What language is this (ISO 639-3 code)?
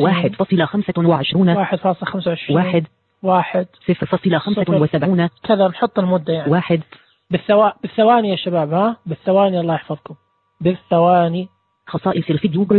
ars